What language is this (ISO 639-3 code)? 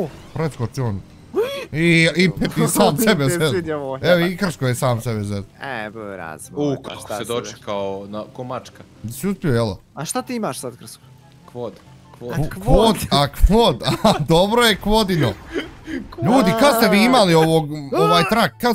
bos